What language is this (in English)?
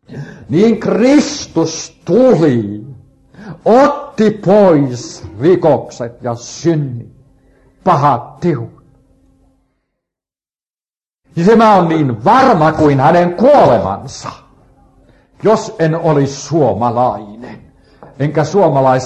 Finnish